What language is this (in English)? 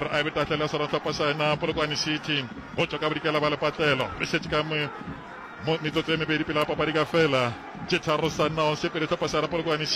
Northern Sotho